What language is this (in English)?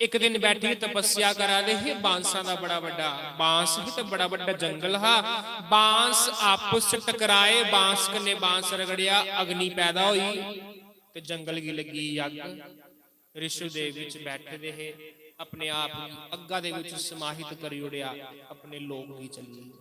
Dogri